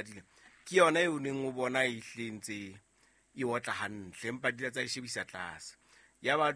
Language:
Southern Sotho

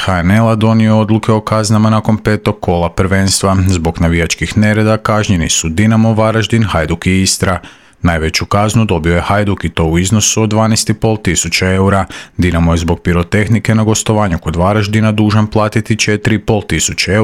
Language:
Croatian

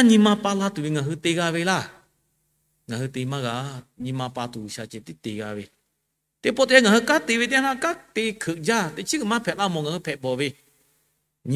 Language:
Lahu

